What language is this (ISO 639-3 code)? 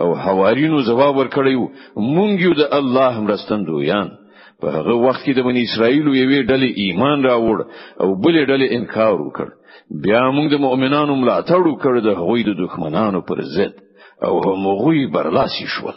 pus